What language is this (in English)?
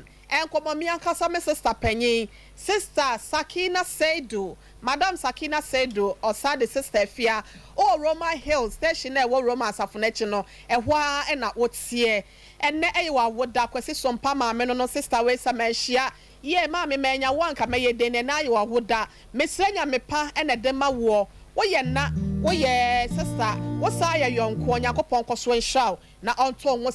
Akan